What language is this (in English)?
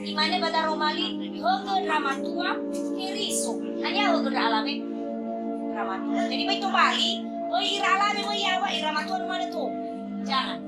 Nias